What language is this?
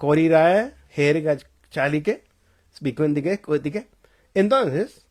Tzotzil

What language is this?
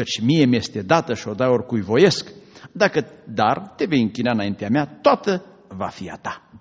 Romanian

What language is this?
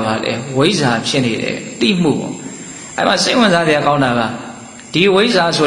Burmese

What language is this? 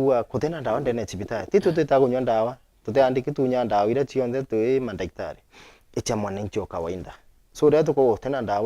Meru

